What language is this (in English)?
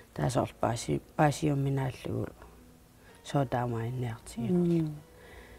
Kalaallisut